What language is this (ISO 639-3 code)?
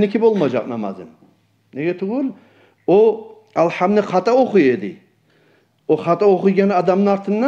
kum